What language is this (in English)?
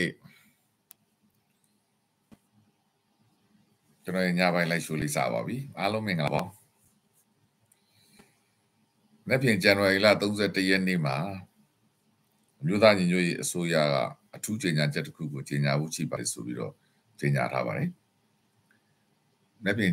Burmese